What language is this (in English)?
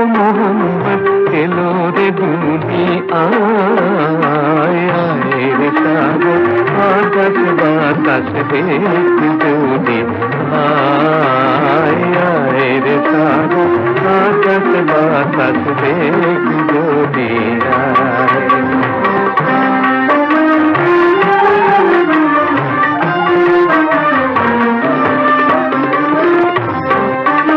Bangla